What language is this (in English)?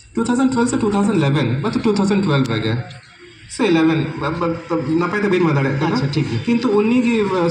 Santali